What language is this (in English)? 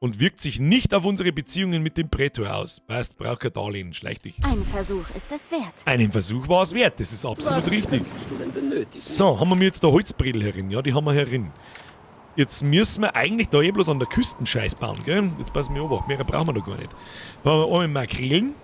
Bavarian